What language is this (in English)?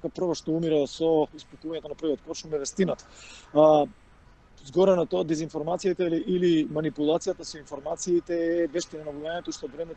Macedonian